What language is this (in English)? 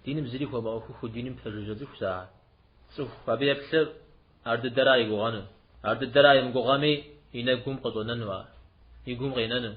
Kabardian